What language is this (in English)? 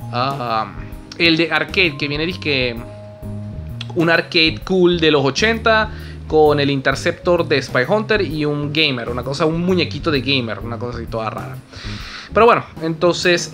Spanish